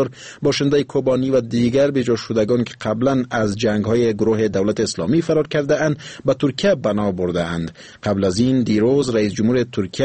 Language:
Persian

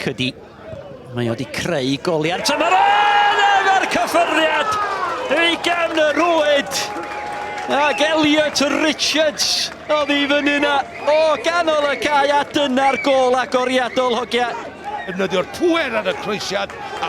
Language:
Welsh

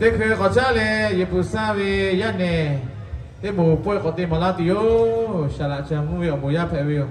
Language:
Lahu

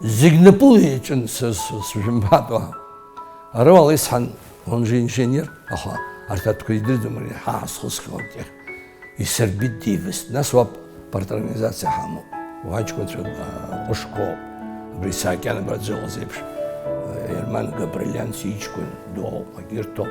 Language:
Abkhazian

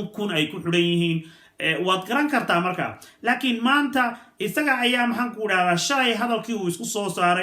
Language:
Somali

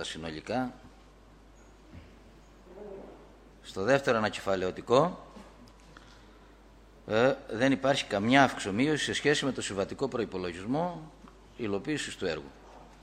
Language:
Greek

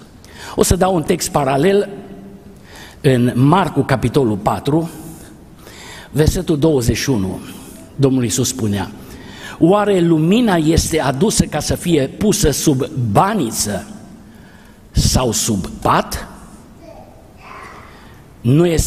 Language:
Romanian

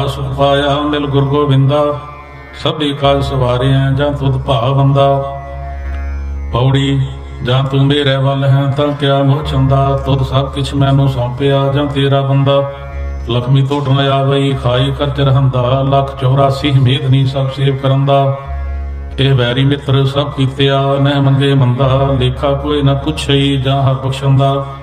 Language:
Punjabi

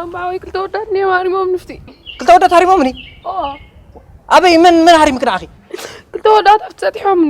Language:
Tigrinya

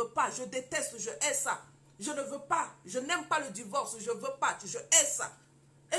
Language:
French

